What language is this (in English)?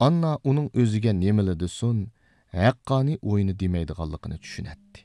Uyghur